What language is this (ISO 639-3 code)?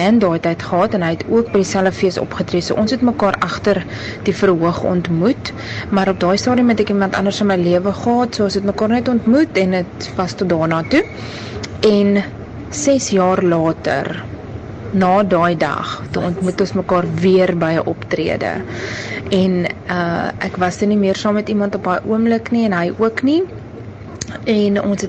afr